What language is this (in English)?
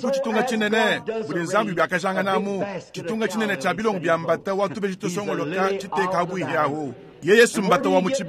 Luba-Lulua